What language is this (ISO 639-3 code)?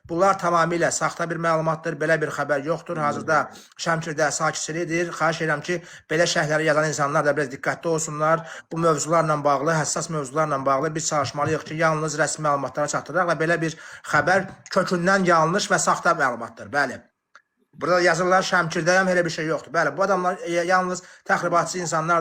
aze